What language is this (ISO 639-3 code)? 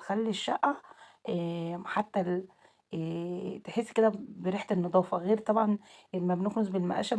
arz